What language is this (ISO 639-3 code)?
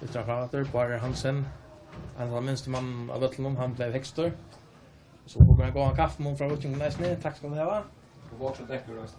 fao